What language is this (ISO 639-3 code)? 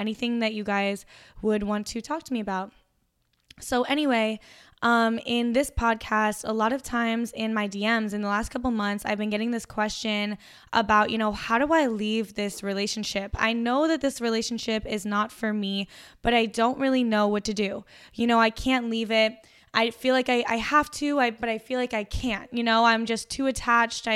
eng